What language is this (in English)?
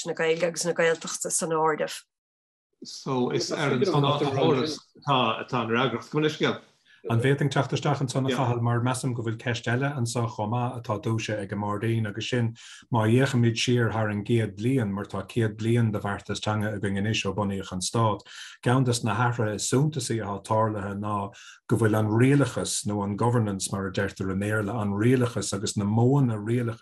Irish